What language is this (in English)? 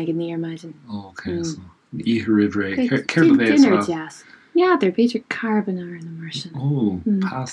Irish